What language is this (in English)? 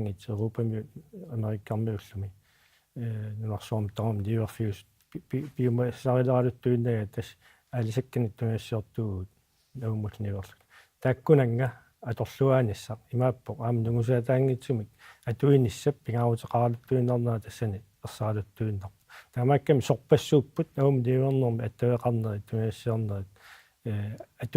Kalaallisut